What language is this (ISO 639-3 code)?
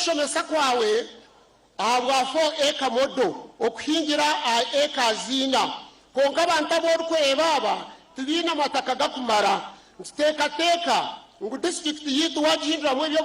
nyn